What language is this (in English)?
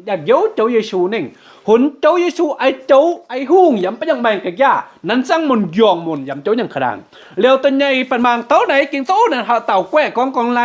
Kim Mun